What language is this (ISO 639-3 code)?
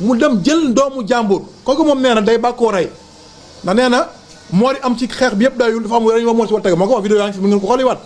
wol